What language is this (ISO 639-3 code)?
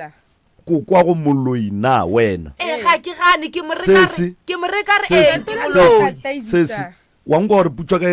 nso